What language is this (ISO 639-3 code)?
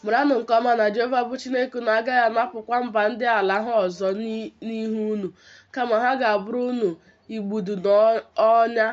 ibo